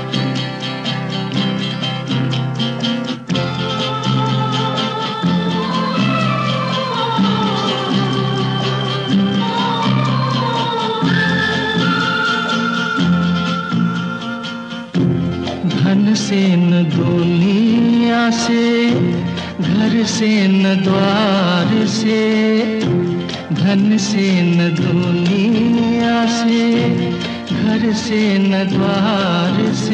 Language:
Hindi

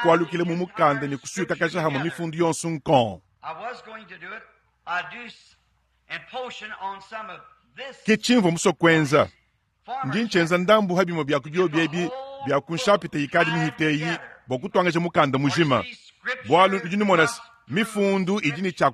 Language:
Luba-Lulua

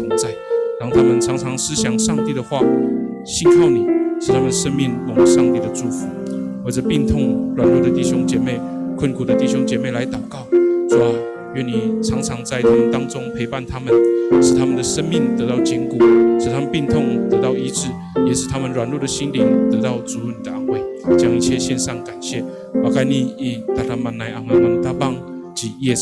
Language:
Amis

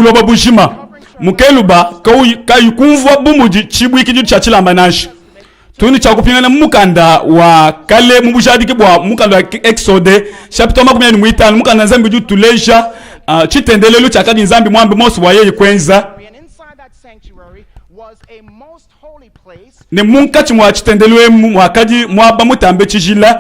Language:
Luba-Lulua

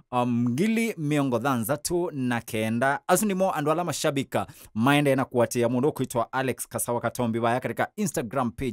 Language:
Kamba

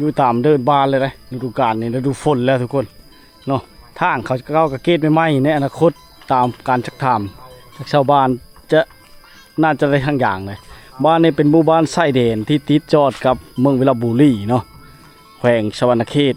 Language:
Lao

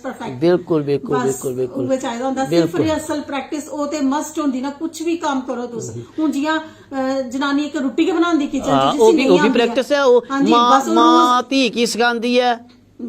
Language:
Dogri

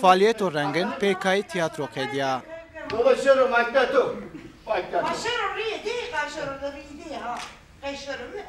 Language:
Zaza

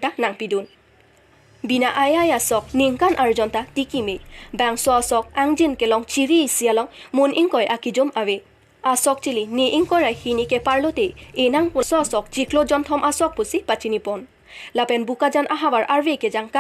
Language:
Karbi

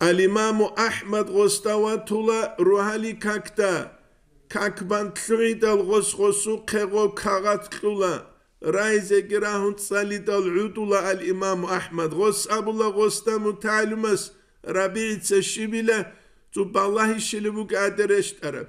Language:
Avaric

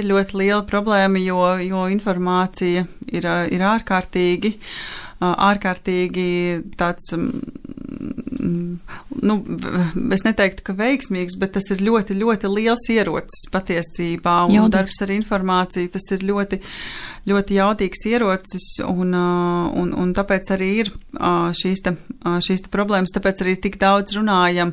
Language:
Latvian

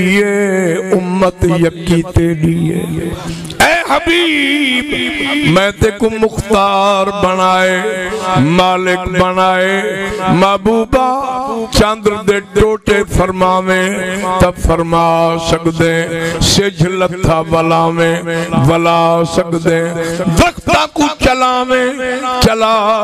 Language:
Saraiki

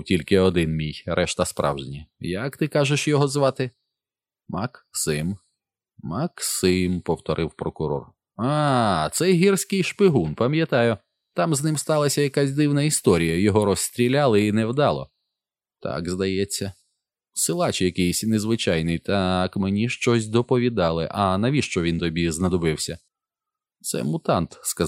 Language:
Ukrainian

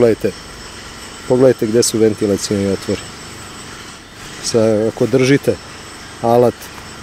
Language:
Serbian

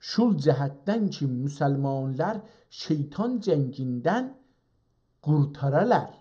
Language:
South Azerbaijani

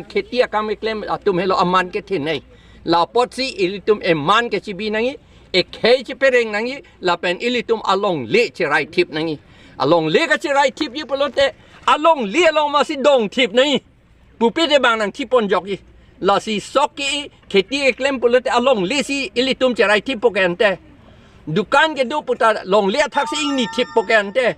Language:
Karbi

